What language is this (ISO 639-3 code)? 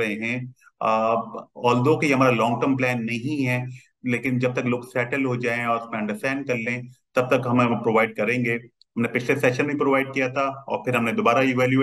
hin